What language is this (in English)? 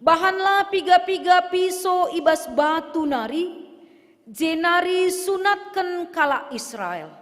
Batak Karo